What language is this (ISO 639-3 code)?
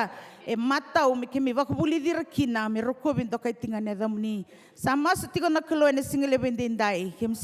fij